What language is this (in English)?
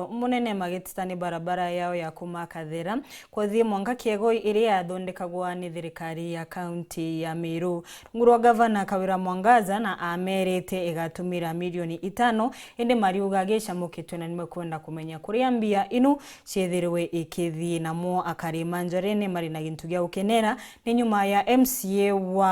Meru